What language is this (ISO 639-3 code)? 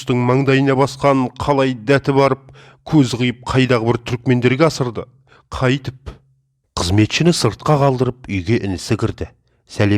kaz